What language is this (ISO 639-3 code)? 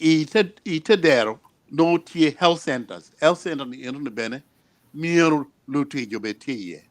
ach